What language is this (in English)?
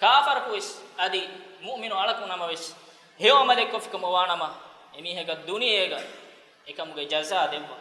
Divehi